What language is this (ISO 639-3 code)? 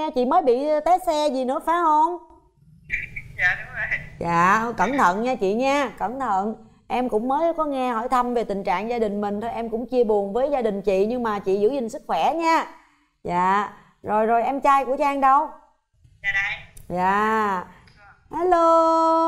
vie